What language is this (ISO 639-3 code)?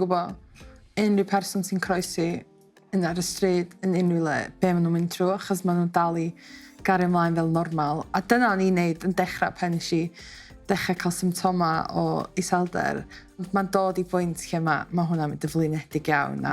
cym